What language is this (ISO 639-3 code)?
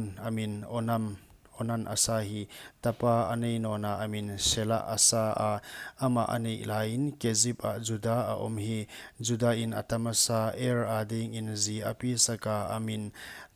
pck